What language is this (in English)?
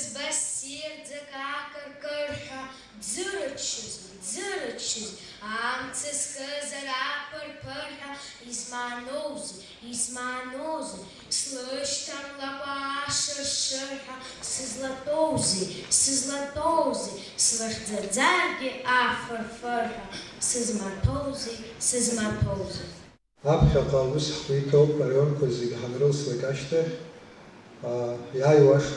Abkhazian